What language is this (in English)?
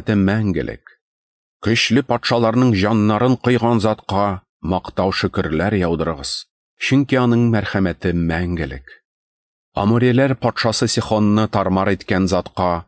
Tatar